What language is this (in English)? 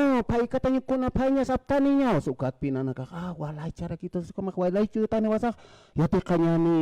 Aymara